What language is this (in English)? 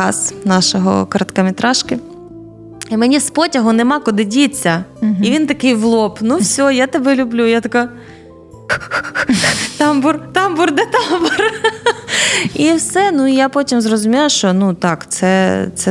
Ukrainian